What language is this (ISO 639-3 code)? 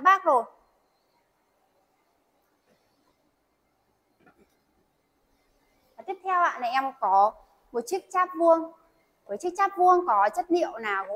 vie